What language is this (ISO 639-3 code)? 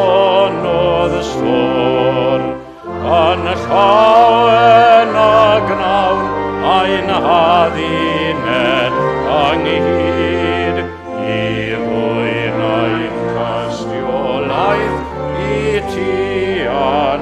cym